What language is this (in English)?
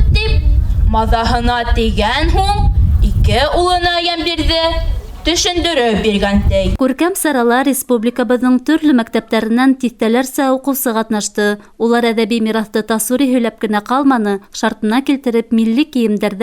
Bashkir